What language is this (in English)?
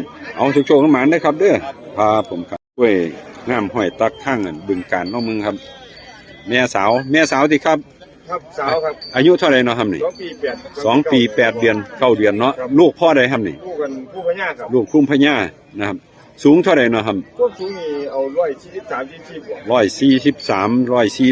Northeastern Thai